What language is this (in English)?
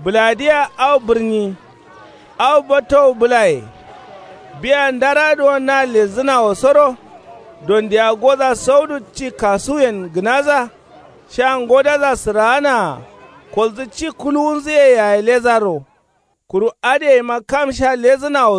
Kanuri